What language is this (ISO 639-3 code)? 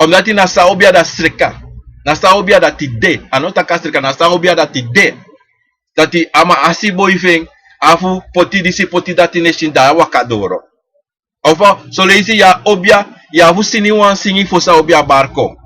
srn